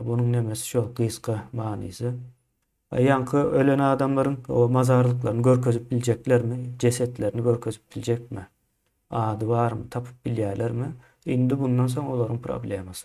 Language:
Turkmen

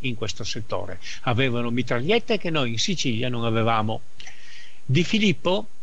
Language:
Italian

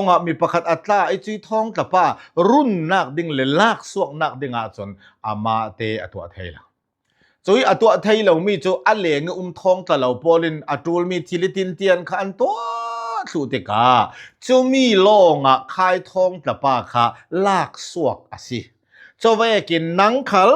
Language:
Falam Chin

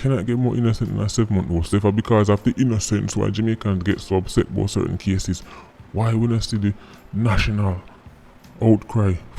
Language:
Jamaican Creole English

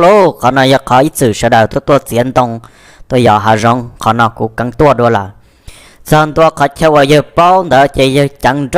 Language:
Hmong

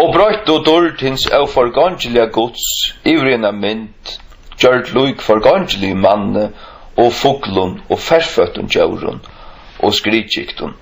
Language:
Faroese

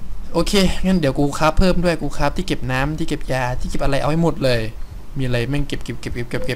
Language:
Thai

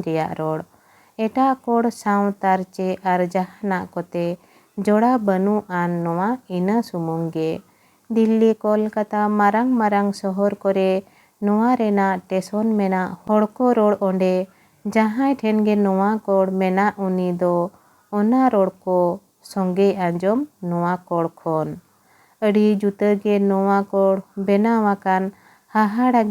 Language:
Santali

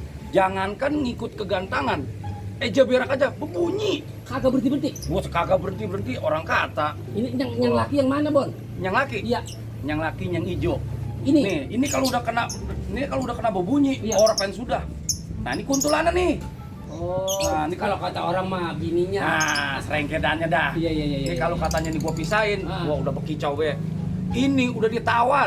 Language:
Betawi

